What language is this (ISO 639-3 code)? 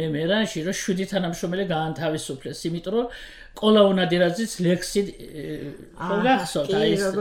kat